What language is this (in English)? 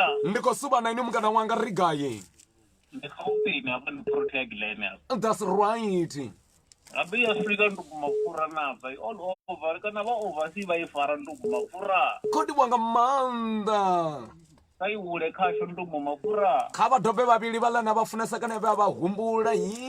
Venda